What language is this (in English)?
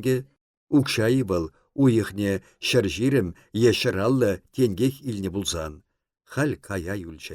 Chuvash